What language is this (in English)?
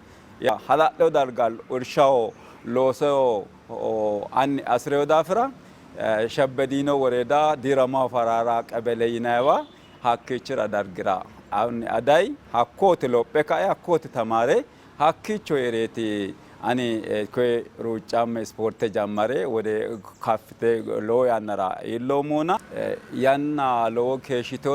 Sidamo